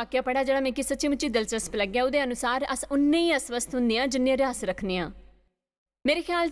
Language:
Dogri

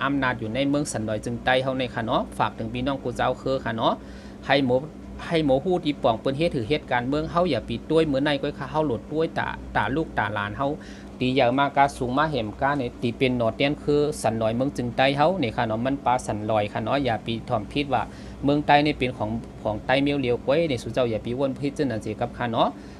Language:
Shan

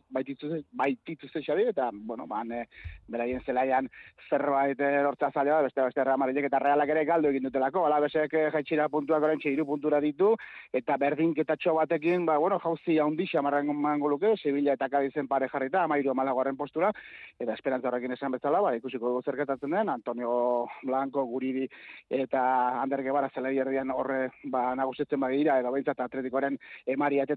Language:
Basque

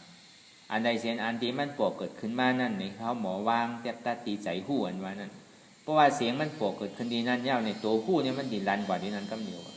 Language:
Shan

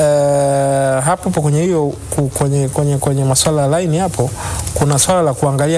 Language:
Swahili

